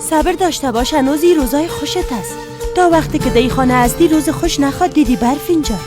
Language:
Persian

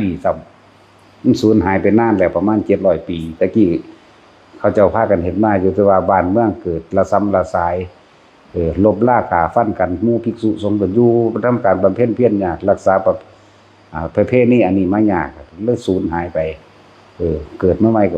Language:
Northeastern Thai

